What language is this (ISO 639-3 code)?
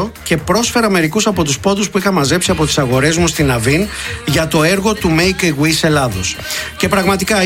ell